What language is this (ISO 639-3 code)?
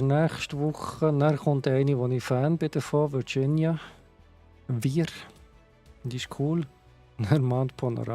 gsw